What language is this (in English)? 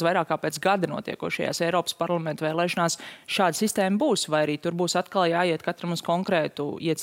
Latvian